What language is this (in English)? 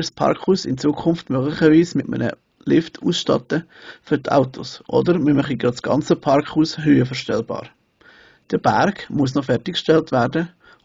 Swiss German